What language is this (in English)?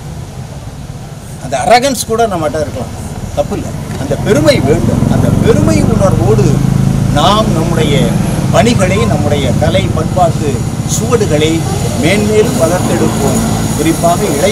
Tamil